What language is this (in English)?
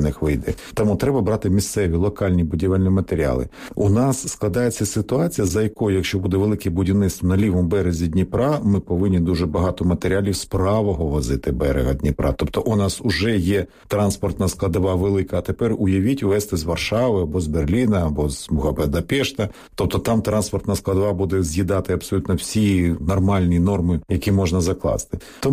Ukrainian